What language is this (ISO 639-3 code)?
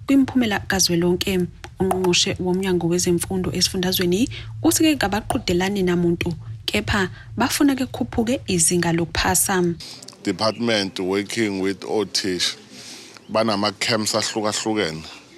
zul